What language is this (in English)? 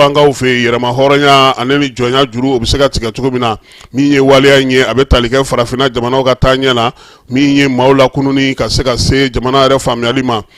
Bambara